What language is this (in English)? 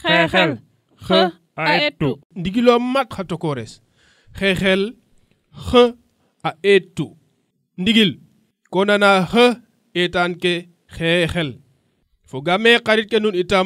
Serer